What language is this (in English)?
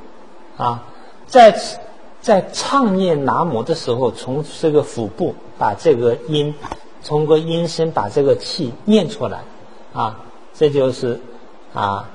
Chinese